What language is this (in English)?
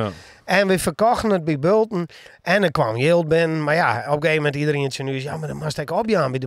Western Frisian